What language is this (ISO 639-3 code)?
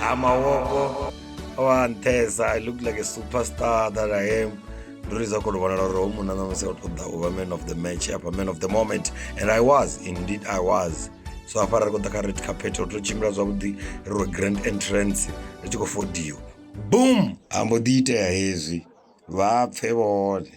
ven